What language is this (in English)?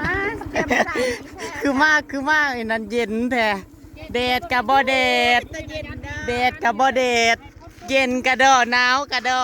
Northeastern Thai